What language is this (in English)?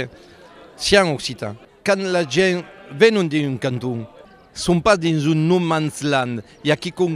Occitan